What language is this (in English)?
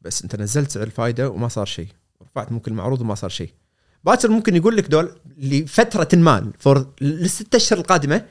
Gulf Arabic